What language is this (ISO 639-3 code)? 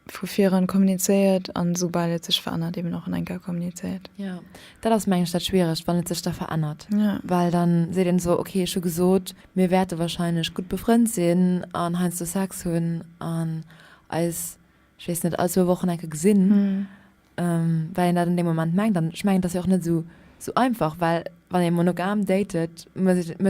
ltz